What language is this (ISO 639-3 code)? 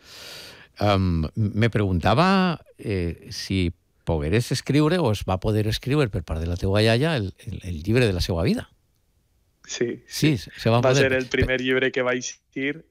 cat